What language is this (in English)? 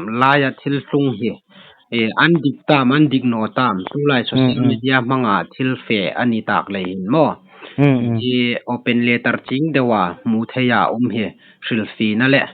Hmar